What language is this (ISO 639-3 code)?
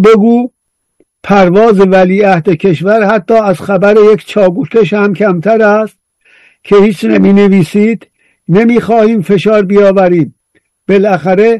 fas